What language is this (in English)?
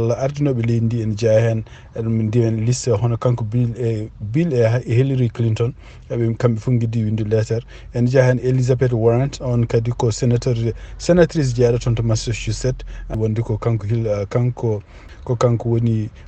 Fula